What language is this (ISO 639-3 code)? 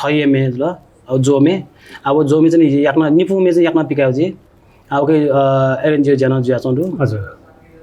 new